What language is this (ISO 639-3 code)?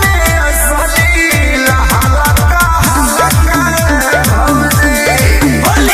bho